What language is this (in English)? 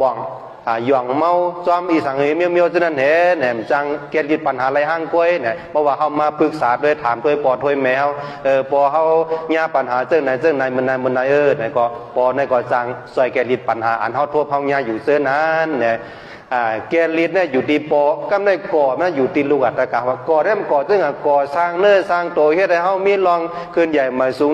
Shan